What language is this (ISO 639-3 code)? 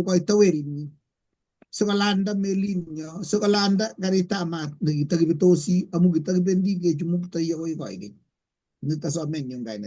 kln